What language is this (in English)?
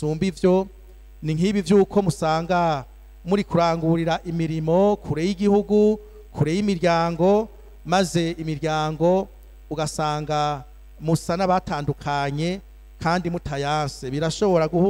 Rundi